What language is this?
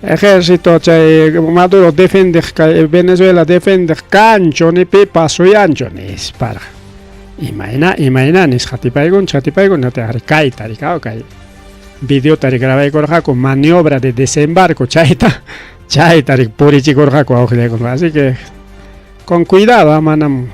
Ayacucho Quechua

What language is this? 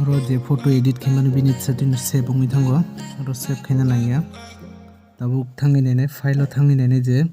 Kok Borok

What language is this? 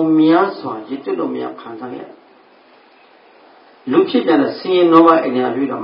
Burmese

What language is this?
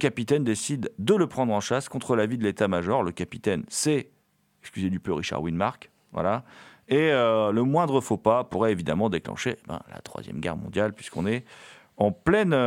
French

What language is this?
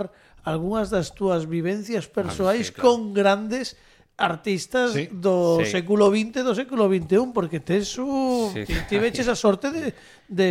Galician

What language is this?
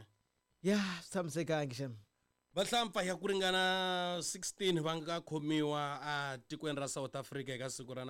Tsonga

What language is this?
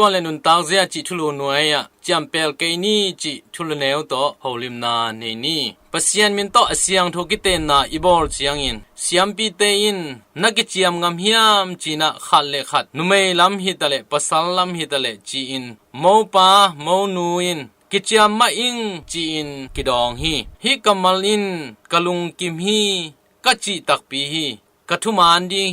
Tedim Chin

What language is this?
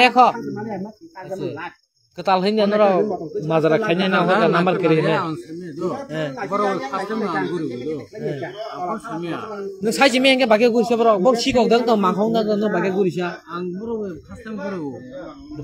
Kok Borok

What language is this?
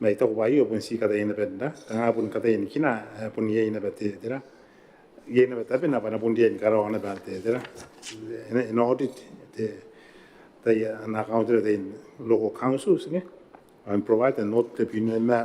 Gilbertese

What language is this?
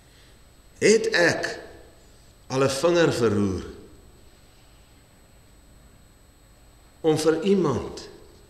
Afrikaans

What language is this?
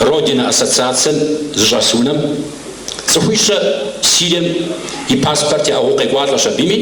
Kabardian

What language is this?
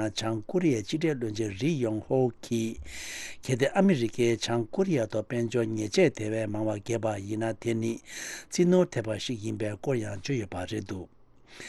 Tibetan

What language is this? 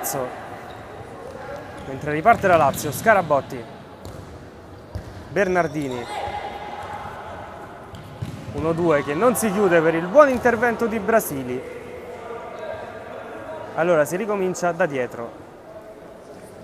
Italian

